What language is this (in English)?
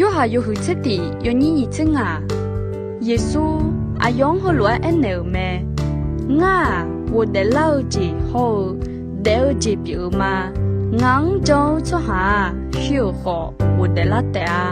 Akha